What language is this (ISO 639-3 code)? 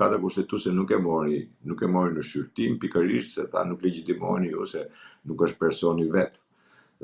sqi